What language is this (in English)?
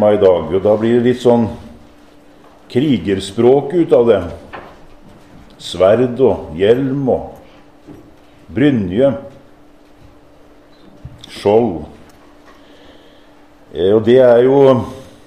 Norwegian